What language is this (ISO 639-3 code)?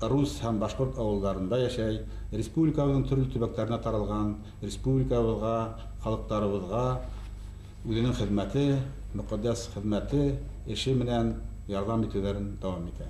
bak